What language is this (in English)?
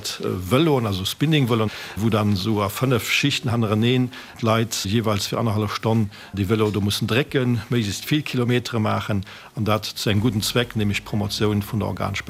Luxembourgish